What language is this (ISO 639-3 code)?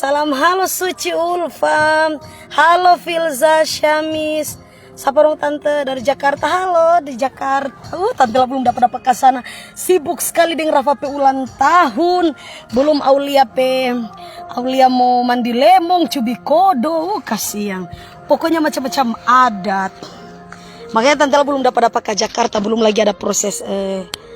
xmm